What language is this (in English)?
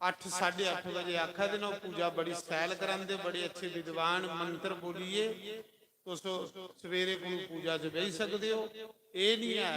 Dogri